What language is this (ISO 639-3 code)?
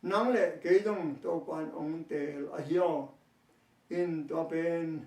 ctd